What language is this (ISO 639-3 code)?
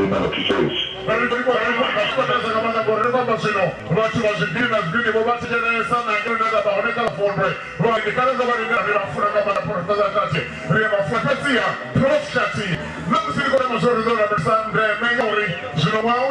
ven